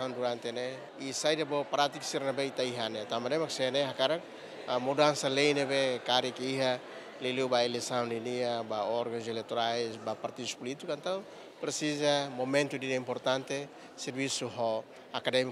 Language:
Tetum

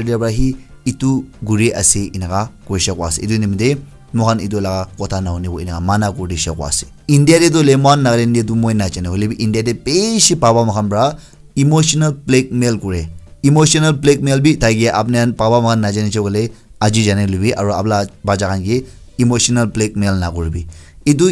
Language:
Naga Pidgin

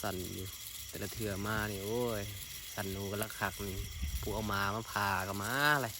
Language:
Northeastern Thai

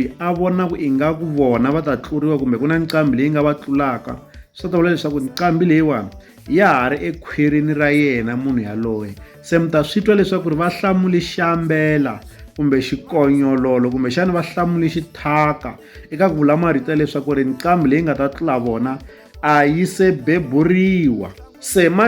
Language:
Tsonga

